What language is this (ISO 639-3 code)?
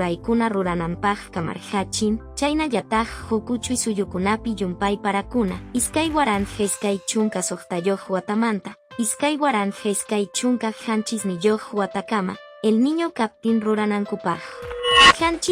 que